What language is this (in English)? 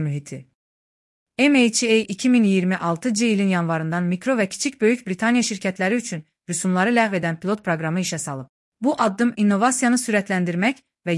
Azerbaijani